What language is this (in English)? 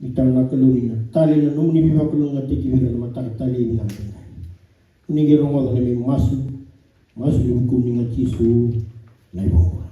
Fijian